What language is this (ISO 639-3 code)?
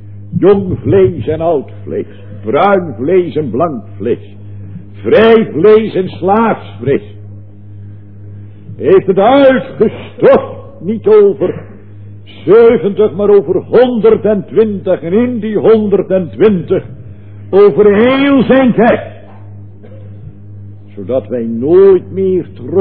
nld